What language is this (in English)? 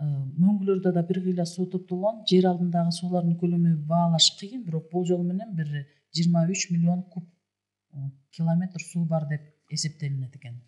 Kyrgyz